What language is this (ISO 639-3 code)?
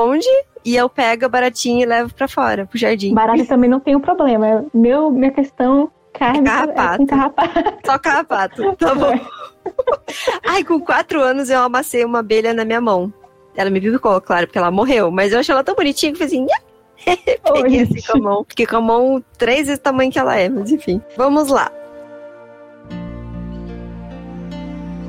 por